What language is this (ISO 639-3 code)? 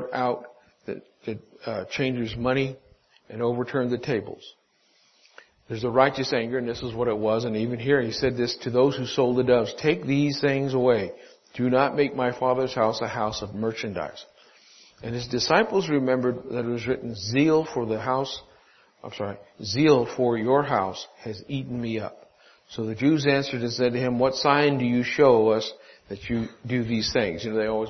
eng